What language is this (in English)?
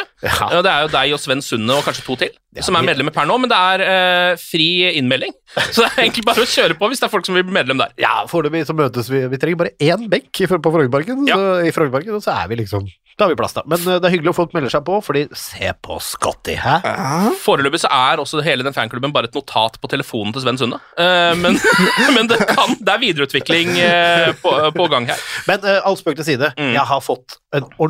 Norwegian